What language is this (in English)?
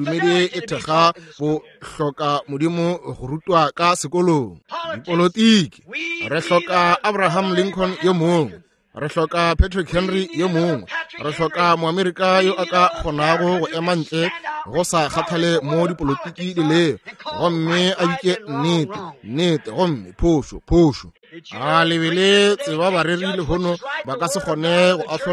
Northern Sotho